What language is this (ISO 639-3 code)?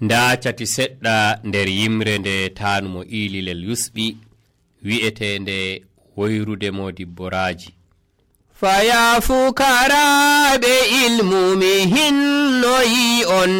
fuv